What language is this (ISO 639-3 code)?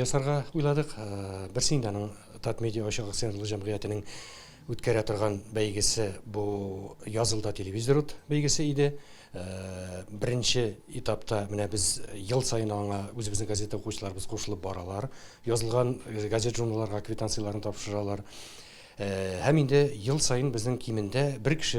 tat